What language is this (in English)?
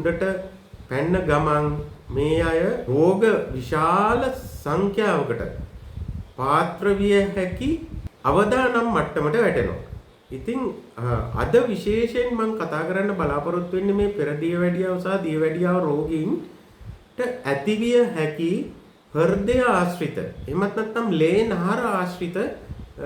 Sinhala